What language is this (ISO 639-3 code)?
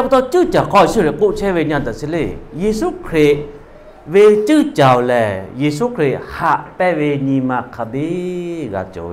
lhu